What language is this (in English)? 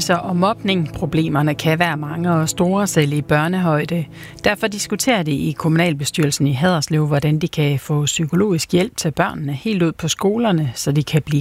Danish